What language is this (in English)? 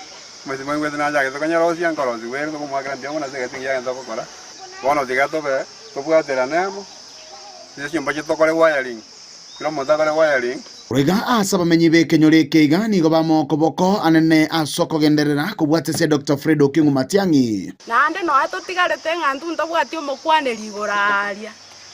Gusii